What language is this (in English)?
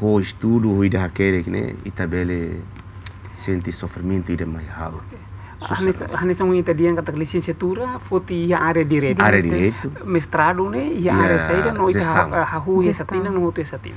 Tetum